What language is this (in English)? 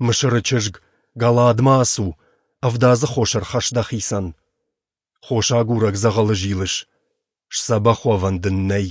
Ossetic